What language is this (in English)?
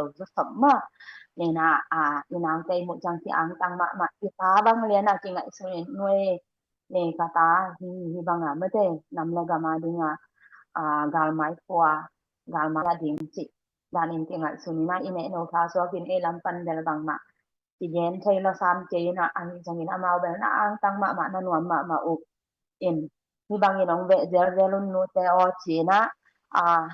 Tedim Chin